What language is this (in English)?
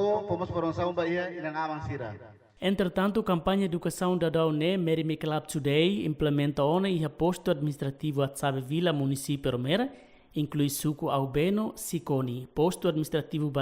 Tetum